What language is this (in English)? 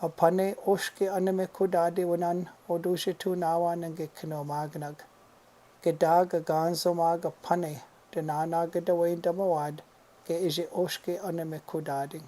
Chippewa